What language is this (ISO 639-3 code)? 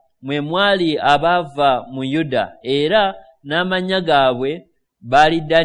lug